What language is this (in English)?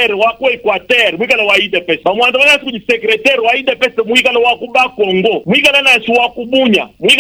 Luba-Lulua